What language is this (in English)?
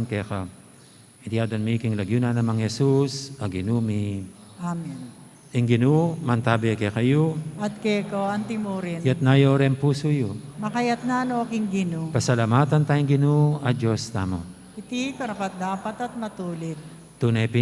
Pampanga